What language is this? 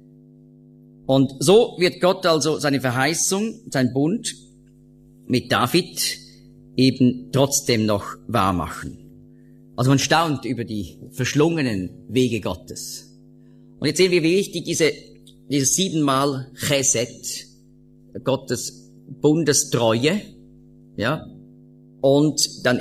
German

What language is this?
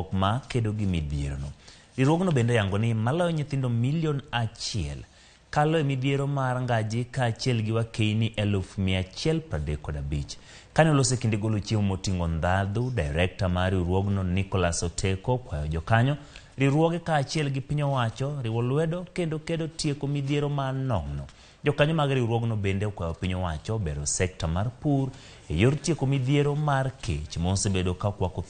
Luo (Kenya and Tanzania)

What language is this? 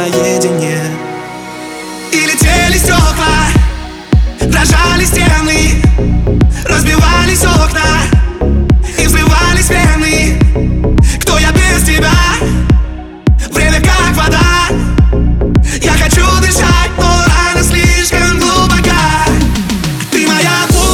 Russian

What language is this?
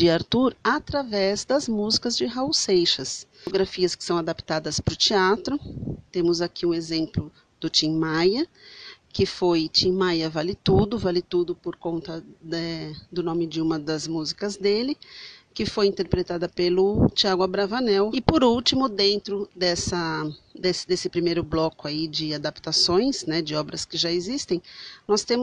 Portuguese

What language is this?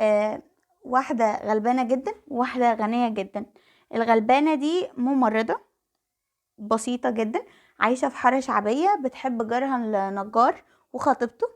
Egyptian Arabic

